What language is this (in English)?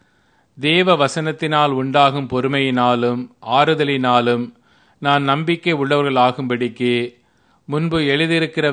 Tamil